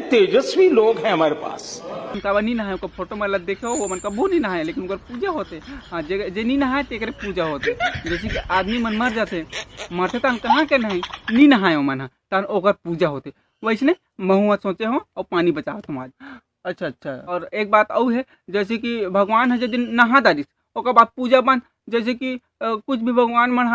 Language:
Chhattisgarhi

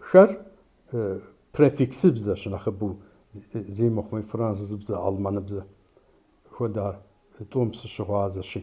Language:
Kabardian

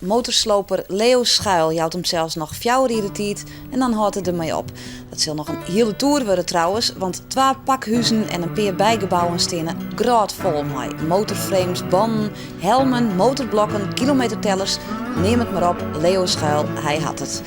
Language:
Western Frisian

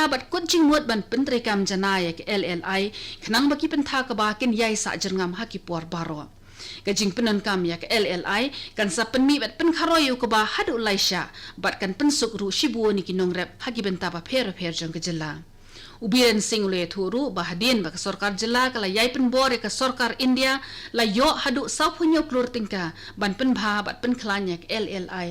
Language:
Khasi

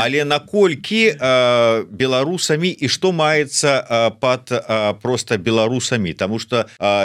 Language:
Belarusian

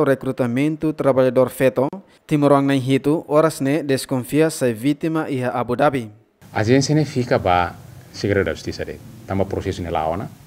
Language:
Tetum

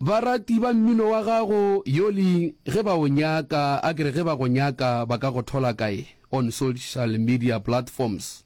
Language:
Northern Sotho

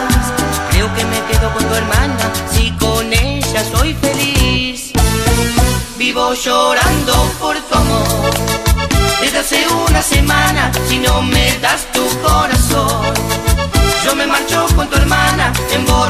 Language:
Spanish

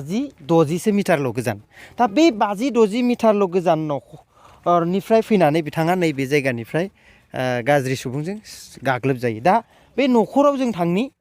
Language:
Bodo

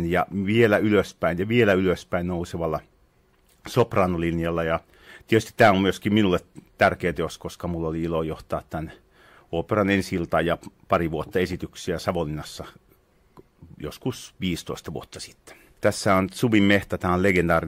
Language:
Finnish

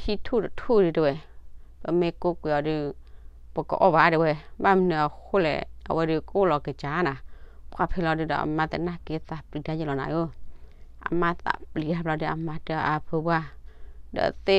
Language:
S'gaw Karen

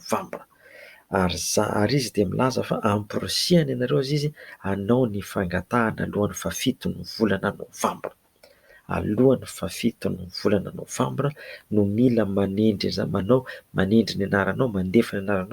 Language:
Malagasy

